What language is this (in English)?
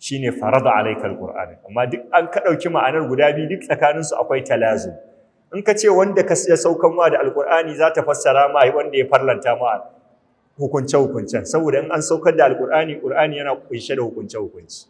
Hausa